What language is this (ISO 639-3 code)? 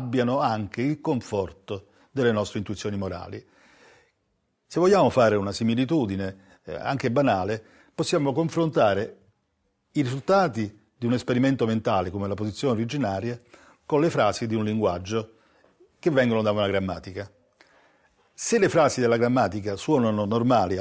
ita